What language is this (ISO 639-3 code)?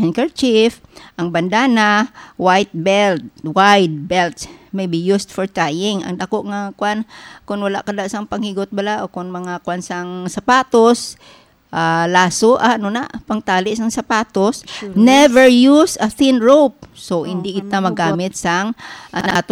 hil